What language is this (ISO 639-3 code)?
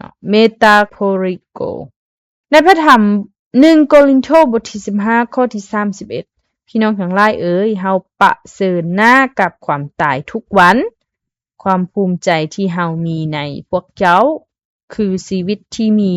lao